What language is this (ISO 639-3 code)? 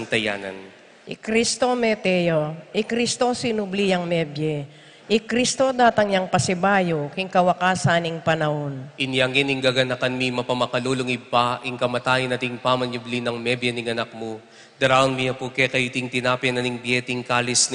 pam